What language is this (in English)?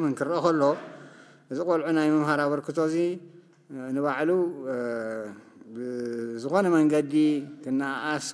Tigrinya